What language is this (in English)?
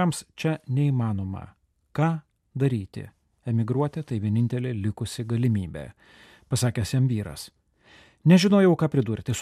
Lithuanian